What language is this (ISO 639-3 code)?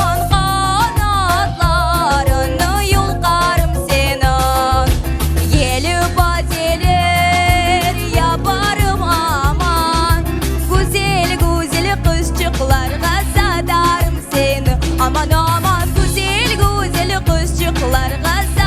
crh